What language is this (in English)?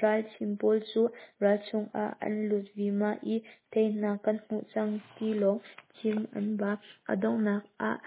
Hakha Chin